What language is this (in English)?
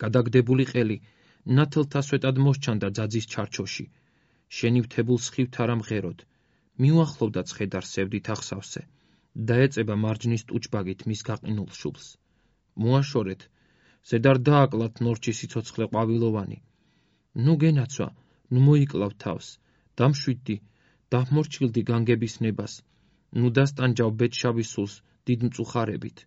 Georgian